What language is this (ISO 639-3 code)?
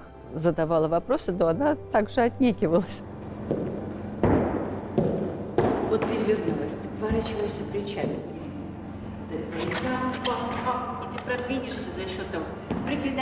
rus